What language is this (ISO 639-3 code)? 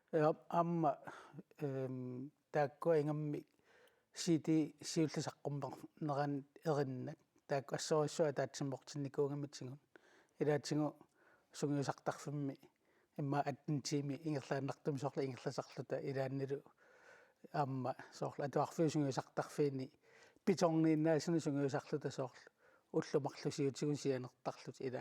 kal